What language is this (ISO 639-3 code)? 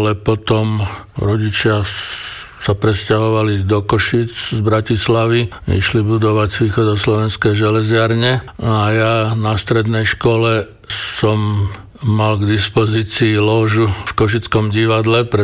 slk